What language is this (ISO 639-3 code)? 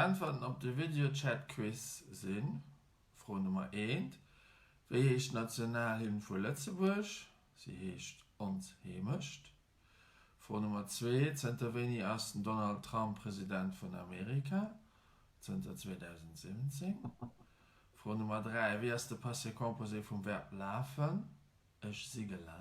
ltz